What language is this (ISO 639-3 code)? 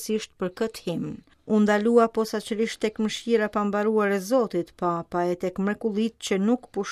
sqi